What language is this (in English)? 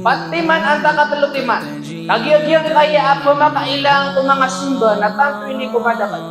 Maranao